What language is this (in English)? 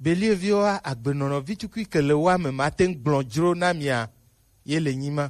Gen